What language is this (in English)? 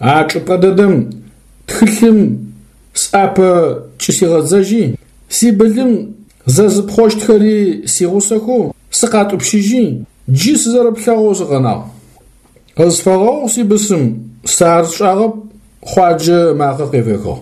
Adyghe